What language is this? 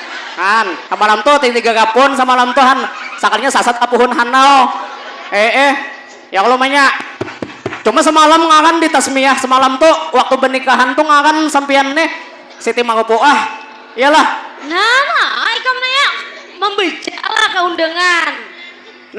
Banjar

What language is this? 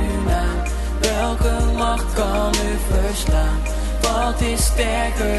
Dutch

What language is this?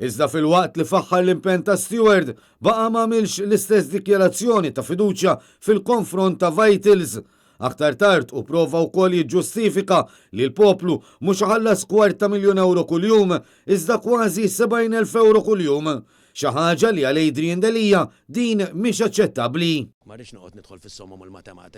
Maltese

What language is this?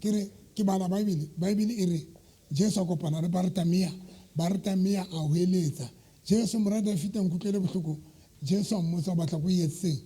Southern Sotho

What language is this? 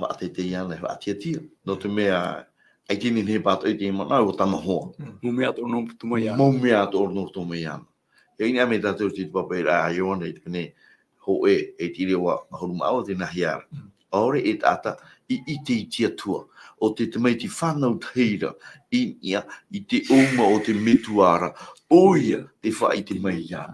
Tahitian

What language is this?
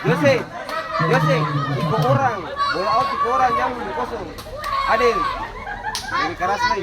Ambonese Malay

